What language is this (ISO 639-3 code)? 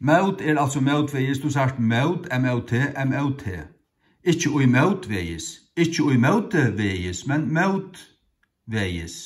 fao